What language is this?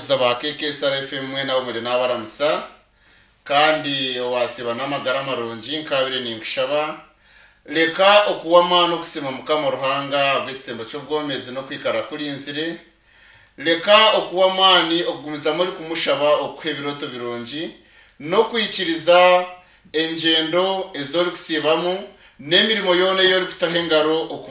Nyankole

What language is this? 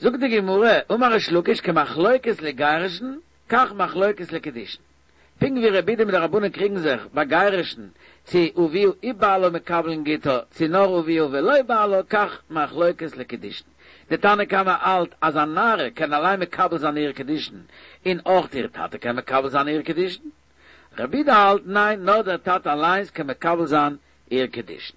Yiddish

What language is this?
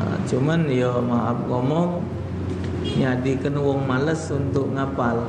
Musi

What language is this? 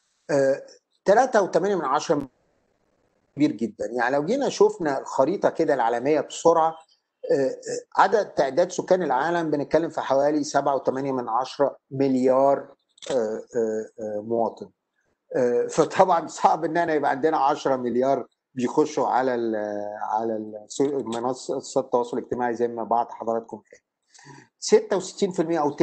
Egyptian Arabic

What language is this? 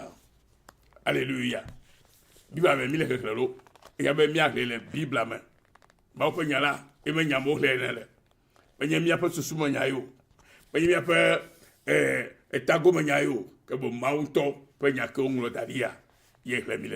Ewe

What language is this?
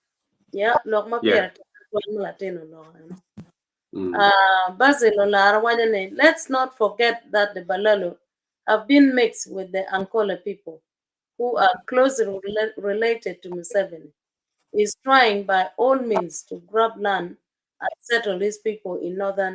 Acoli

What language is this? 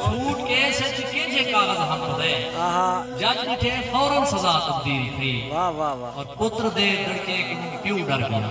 Saraiki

